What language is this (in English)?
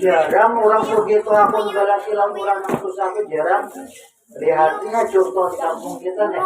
Banjar